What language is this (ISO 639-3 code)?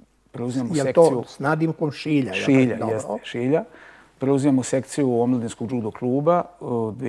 srp